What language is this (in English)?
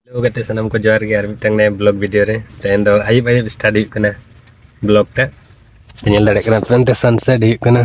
Santali